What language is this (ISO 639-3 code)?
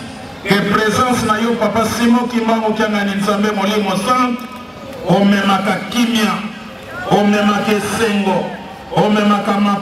lin